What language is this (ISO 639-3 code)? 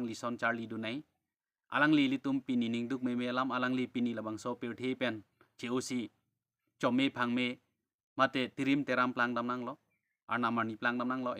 mjw